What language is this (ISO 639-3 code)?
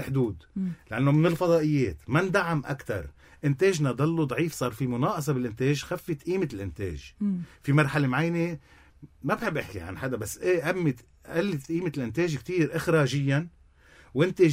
apc